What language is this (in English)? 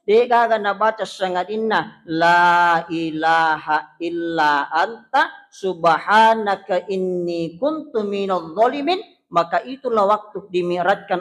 Buginese